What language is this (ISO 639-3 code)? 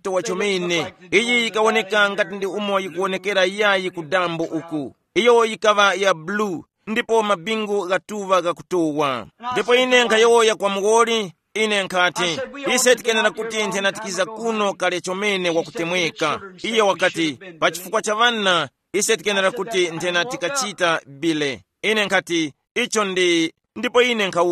tum